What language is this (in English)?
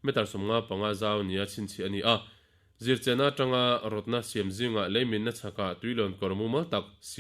Mizo